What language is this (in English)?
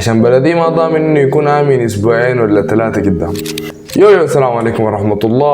Sudanese Arabic